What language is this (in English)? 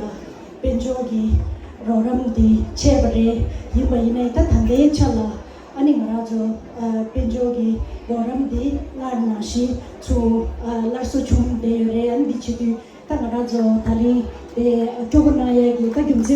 Tibetan